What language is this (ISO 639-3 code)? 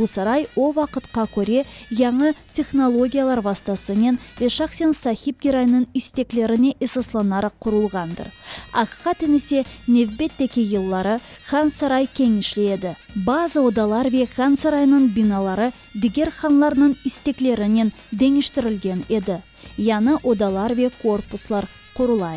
crh